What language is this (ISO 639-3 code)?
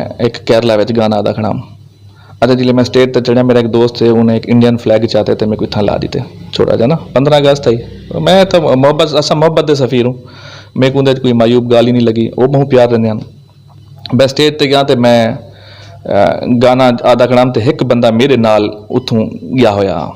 lah